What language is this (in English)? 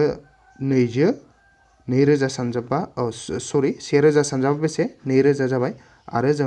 Bodo